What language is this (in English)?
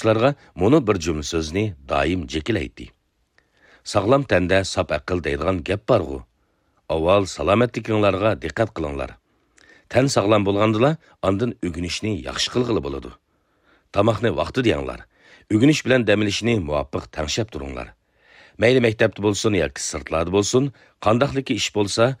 Uyghur